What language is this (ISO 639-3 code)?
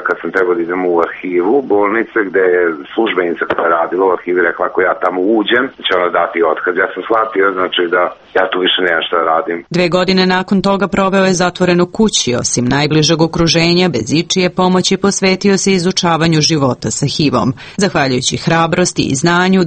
srp